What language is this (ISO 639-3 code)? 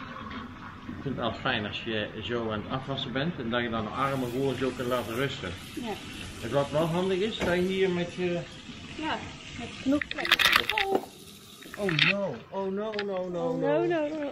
nld